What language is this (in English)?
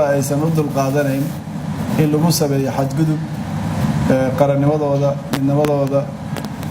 Somali